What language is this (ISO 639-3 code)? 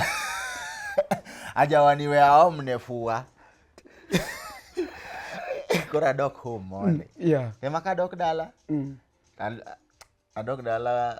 luo